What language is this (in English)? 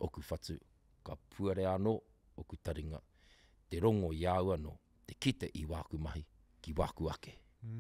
Māori